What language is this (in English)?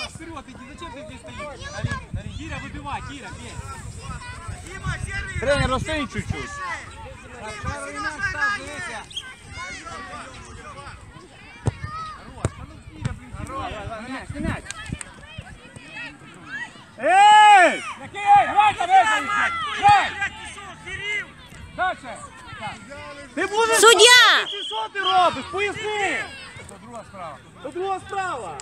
Ukrainian